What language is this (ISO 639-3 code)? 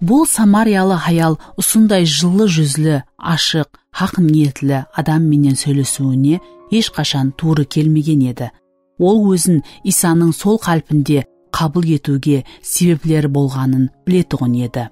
kaa